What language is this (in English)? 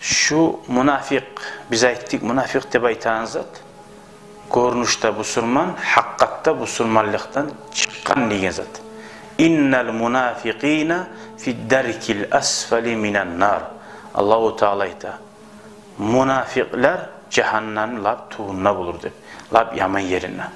Kumyk